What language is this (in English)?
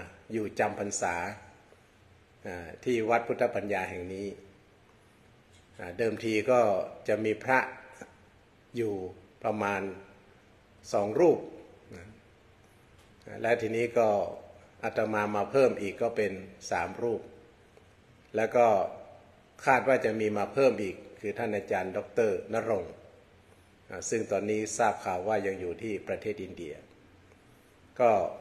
Thai